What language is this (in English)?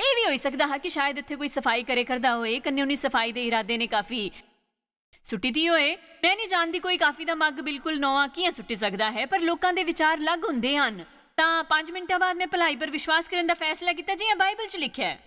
Dogri